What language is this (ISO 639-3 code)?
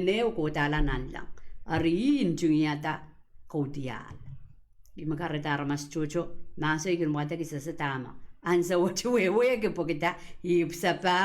pon